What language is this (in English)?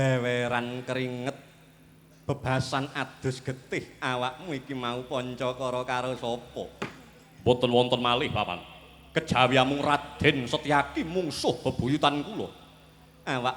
Javanese